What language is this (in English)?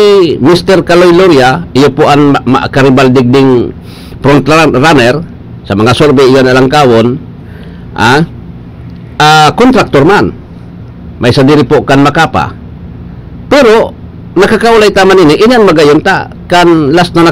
Bikol